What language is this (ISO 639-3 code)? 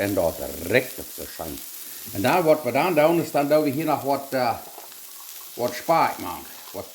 pdt